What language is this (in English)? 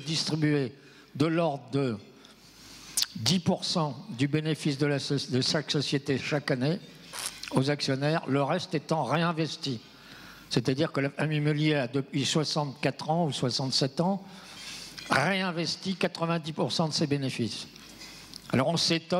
French